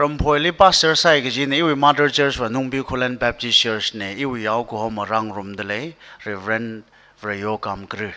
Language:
Tangkhul Naga (India)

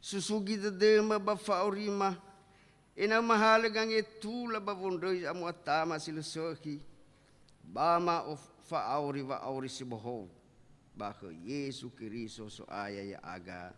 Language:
Nias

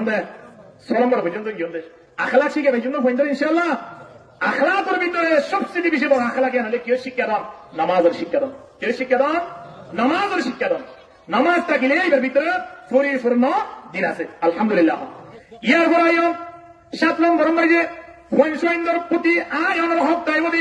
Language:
Rohingya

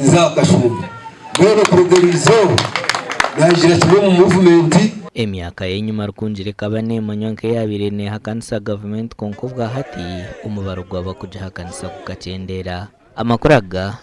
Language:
Nyankole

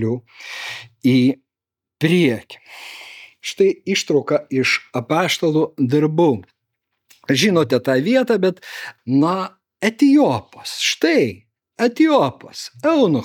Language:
Lithuanian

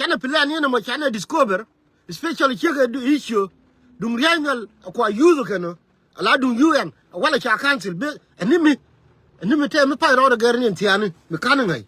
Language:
Nuer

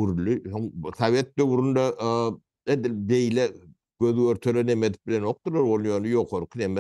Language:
Turkmen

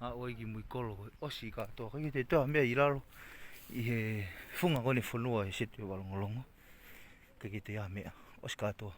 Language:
Tongan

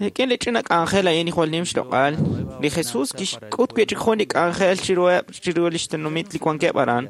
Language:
Kekchí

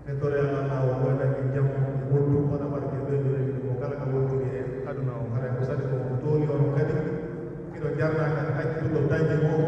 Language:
Pular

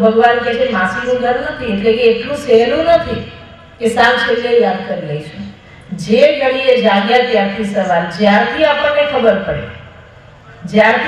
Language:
Gujarati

